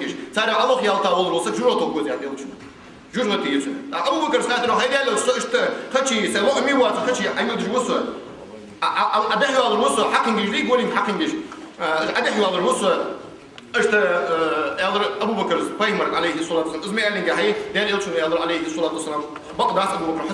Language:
Ingush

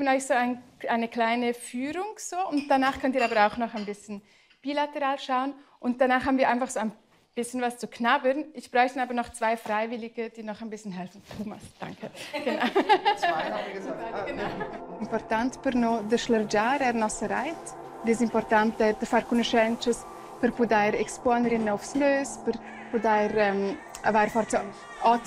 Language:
Romansh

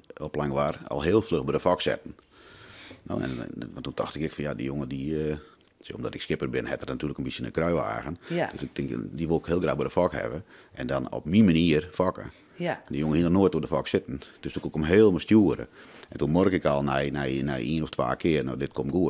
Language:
Western Frisian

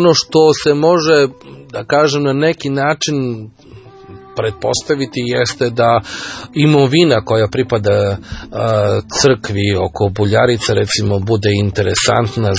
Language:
Serbian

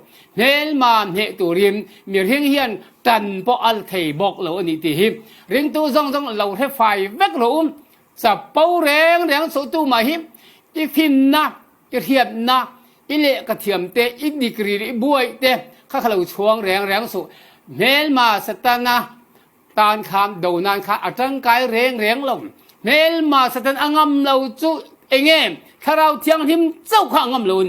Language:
Falam Chin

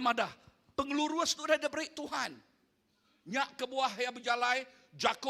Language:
Iban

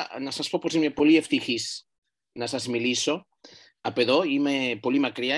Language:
Greek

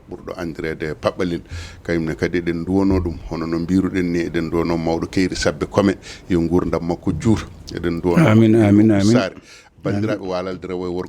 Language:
Fula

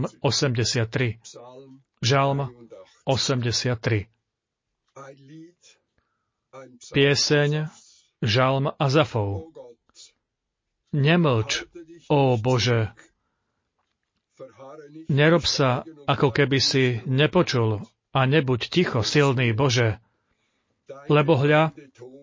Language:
Slovak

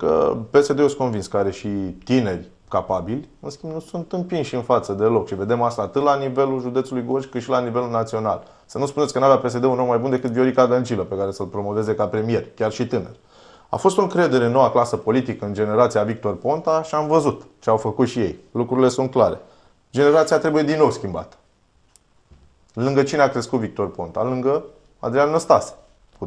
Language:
Romanian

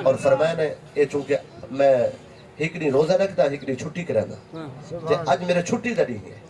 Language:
Saraiki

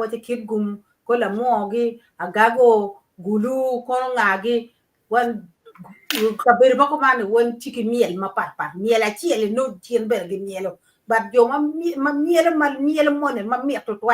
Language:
Acoli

